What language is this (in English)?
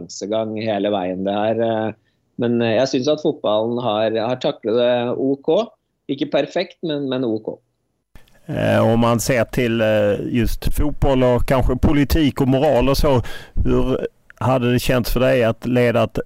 Norwegian